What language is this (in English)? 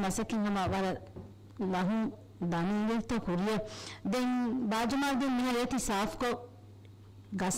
Divehi